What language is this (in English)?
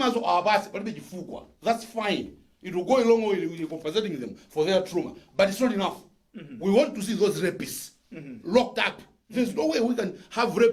Nyanja